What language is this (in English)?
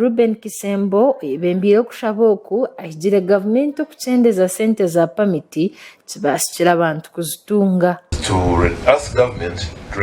Nyankole